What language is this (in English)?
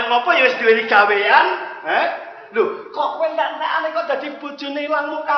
Javanese